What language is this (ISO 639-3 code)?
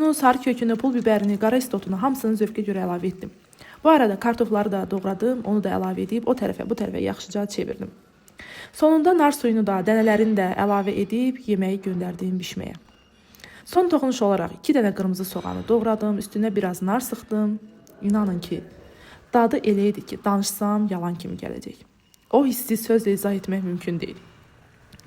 aze